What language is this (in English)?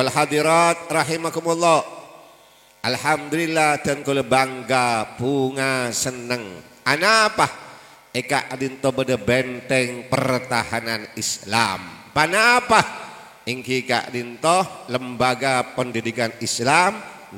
Madurese